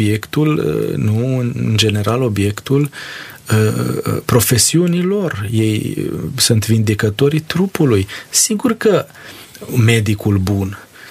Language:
Romanian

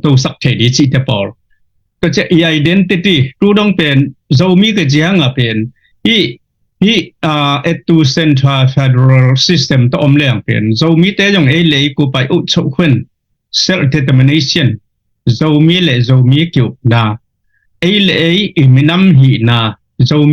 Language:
Tedim Chin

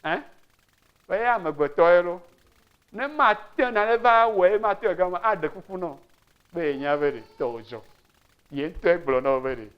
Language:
Ewe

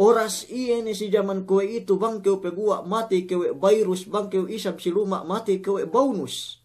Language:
Yakan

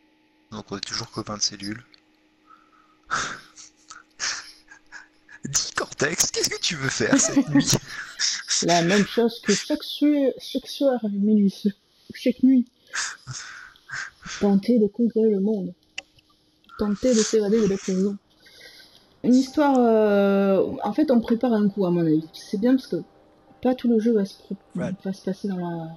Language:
French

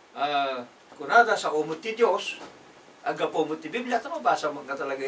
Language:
Iloko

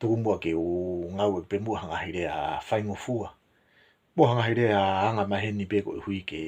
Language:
Tongan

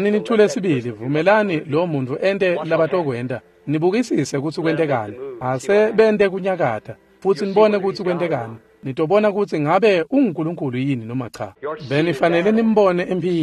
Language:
Swati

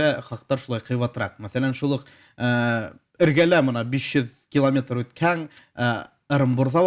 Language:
Bashkir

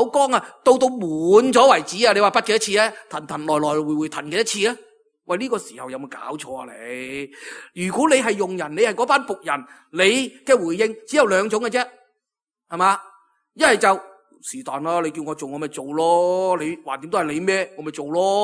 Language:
Cantonese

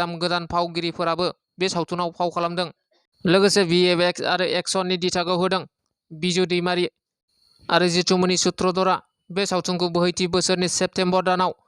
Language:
Bodo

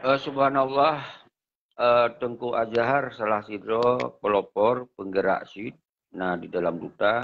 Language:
Achinese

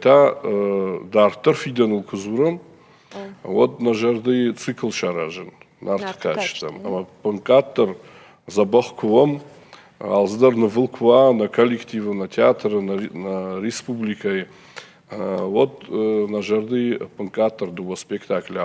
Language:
Ossetic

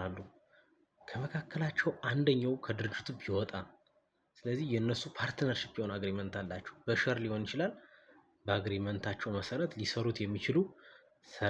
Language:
Amharic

